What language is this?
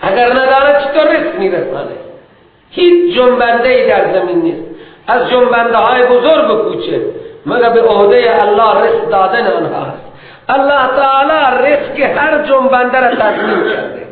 Persian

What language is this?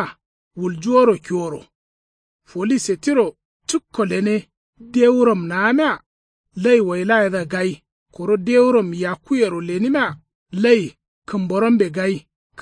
Kanuri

